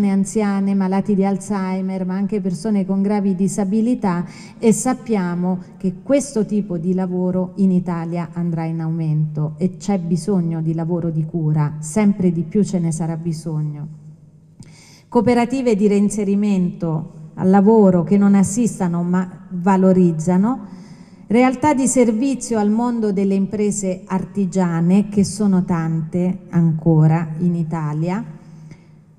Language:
Italian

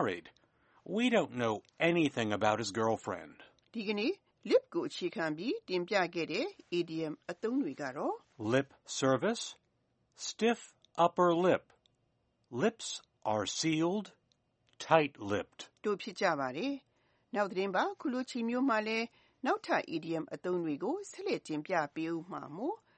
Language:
Burmese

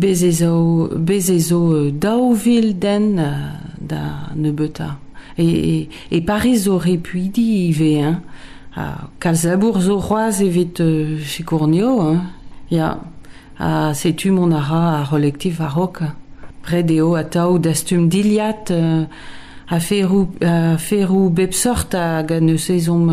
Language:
Breton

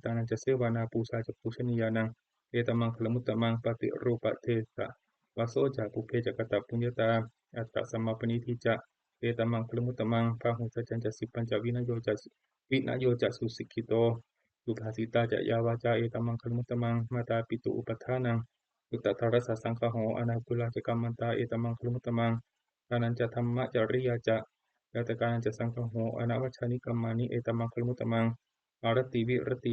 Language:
Pali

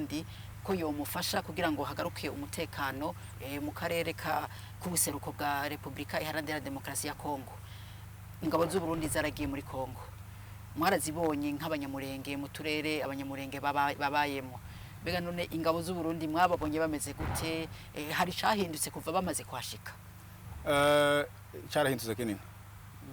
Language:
Rundi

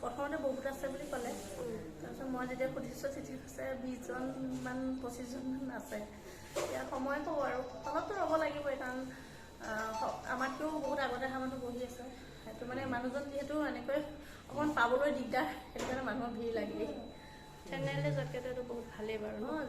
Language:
Assamese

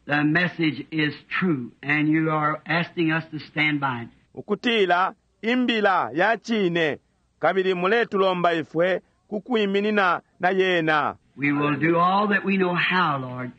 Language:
Bemba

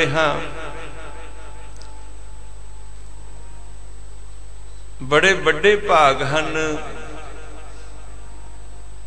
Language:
Punjabi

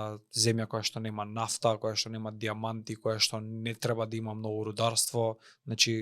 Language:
Macedonian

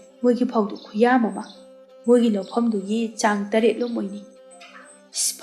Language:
Manipuri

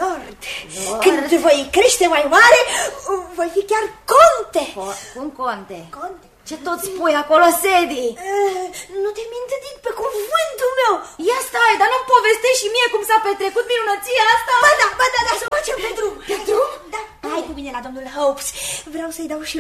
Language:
Romanian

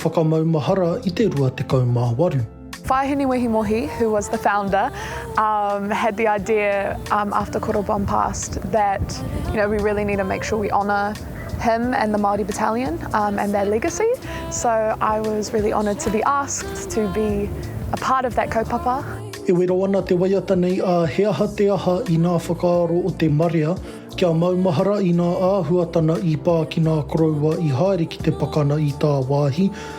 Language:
Māori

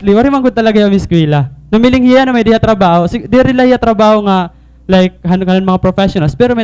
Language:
Waray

